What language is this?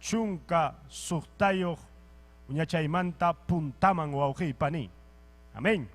Ayacucho Quechua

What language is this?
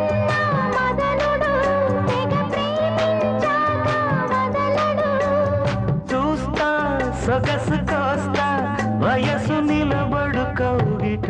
Telugu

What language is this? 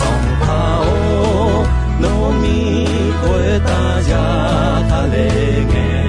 Akha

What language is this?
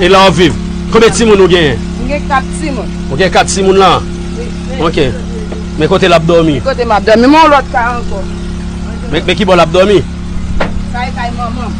Haitian Creole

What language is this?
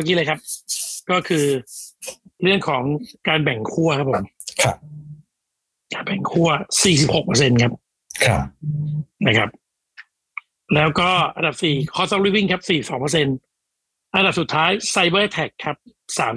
Thai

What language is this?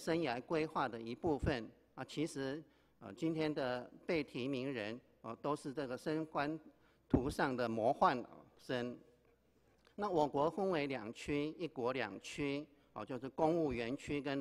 Chinese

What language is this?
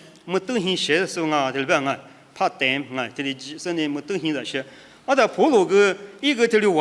Lisu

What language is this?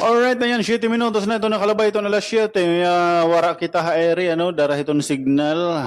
Waray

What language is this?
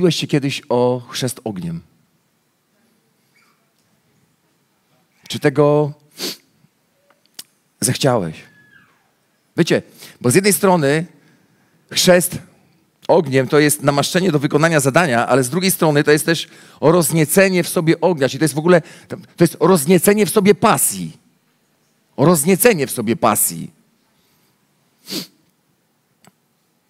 Polish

